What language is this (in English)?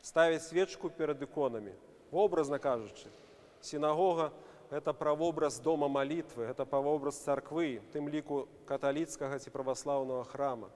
Belarusian